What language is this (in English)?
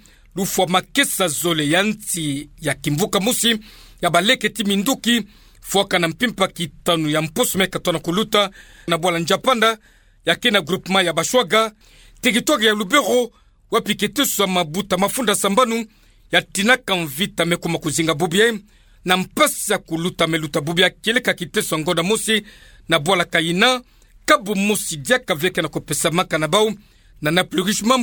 Kituba (Democratic Republic of Congo)